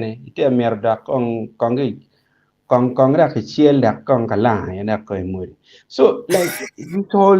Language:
Acoli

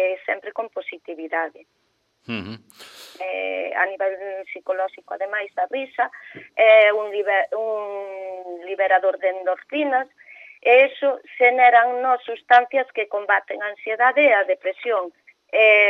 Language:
Galician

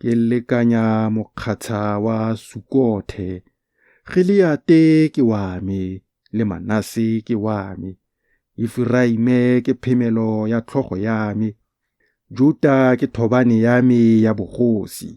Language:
Tswana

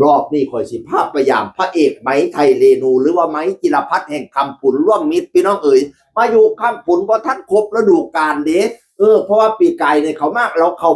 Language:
Northeastern Thai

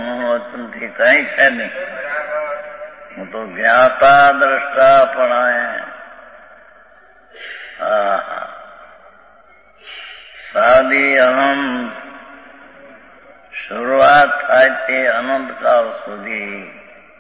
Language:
Gujarati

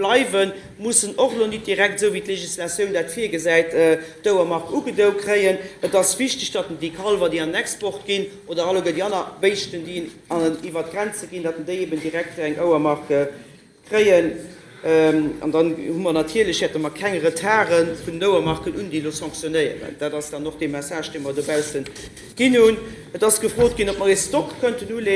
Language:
Luxembourgish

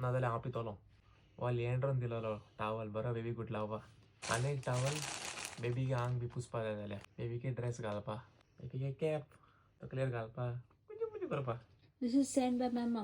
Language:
Konkani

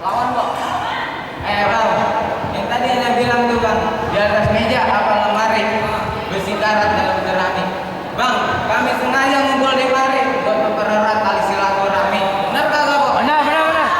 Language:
Betawi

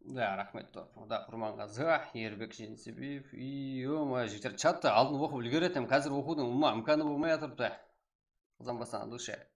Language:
Kara-Kalpak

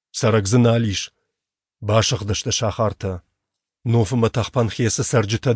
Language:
Ossetic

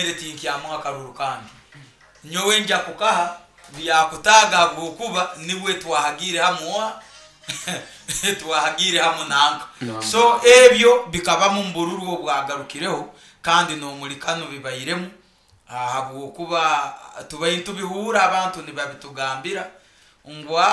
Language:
Nyoro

